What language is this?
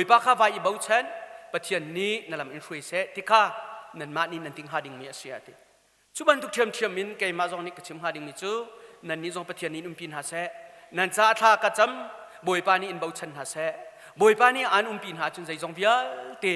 Hakha Chin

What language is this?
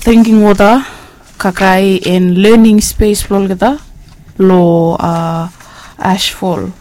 Bislama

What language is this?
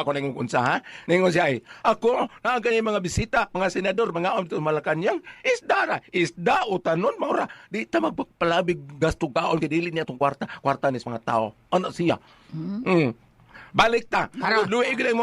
Cebuano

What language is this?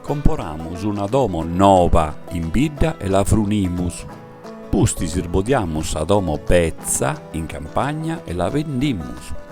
Sardinian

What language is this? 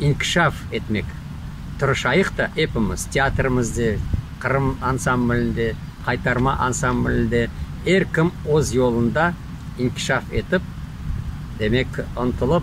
Crimean Tatar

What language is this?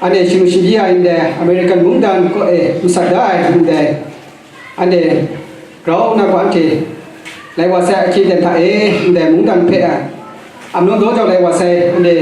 Kachin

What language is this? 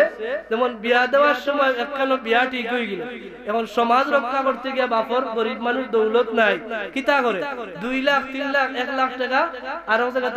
Sylheti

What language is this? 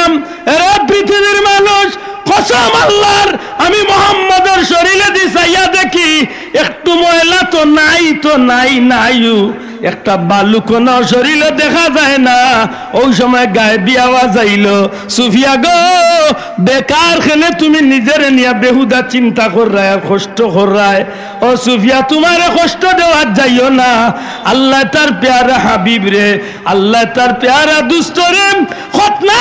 Sylheti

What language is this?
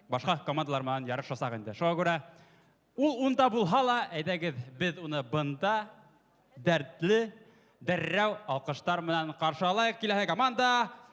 Bashkir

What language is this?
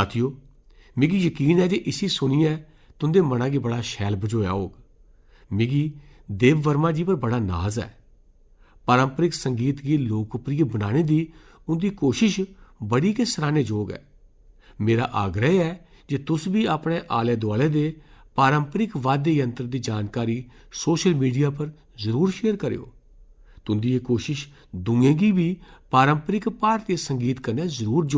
Dogri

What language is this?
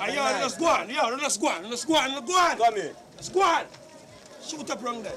Jamaican Creole English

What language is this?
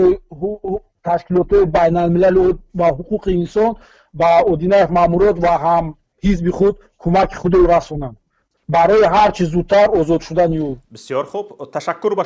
Tajik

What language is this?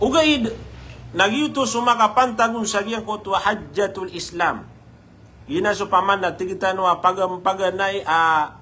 Maranao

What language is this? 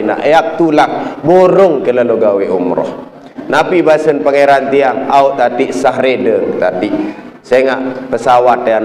Sasak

